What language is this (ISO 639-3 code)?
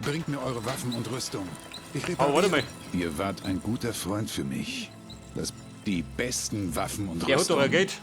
bar